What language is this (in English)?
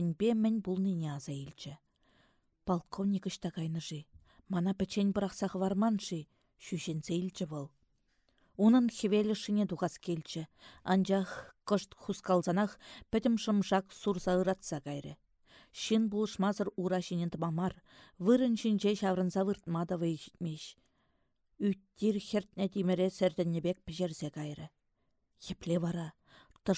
Chuvash